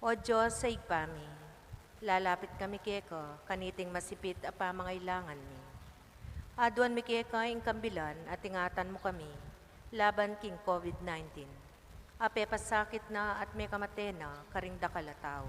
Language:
Pampanga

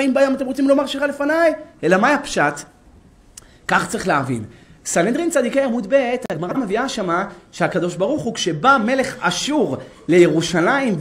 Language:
Hebrew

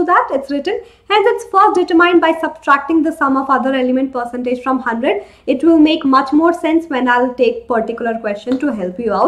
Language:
English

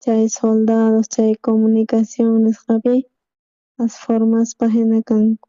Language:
South Bolivian Quechua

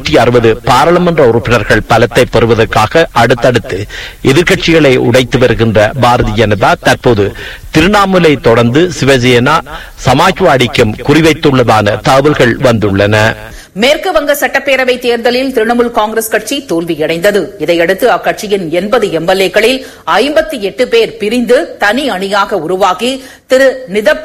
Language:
Tamil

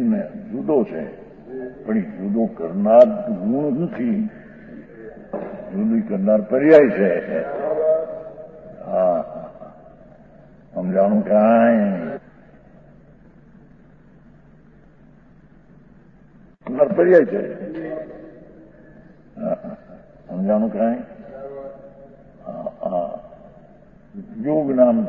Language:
Gujarati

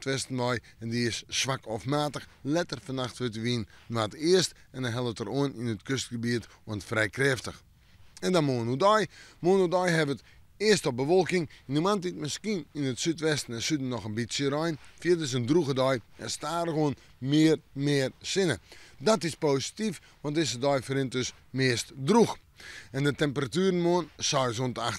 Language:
Western Frisian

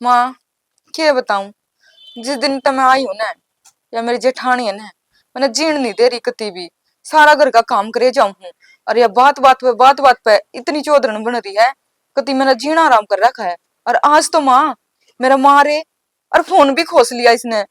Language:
Haryanvi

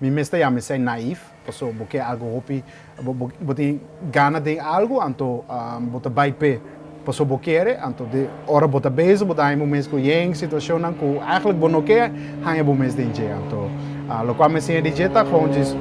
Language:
Papiamento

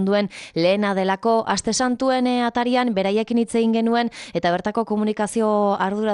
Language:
Basque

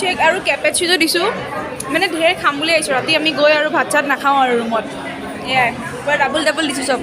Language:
Assamese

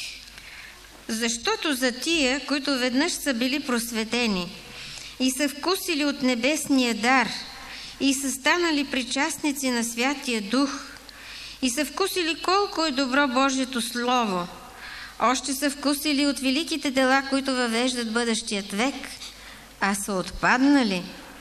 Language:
Bulgarian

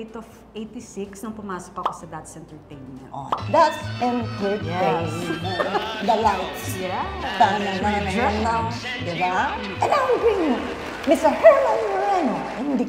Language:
Filipino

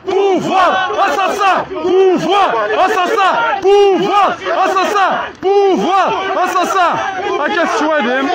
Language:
Kabyle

